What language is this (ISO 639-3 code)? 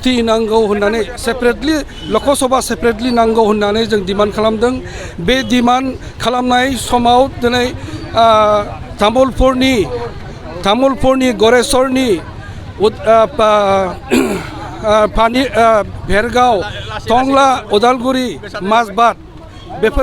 brx